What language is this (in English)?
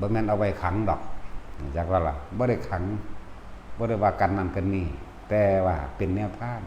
Northeastern Thai